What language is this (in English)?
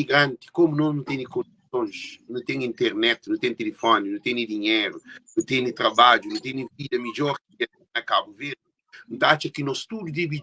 Kabuverdianu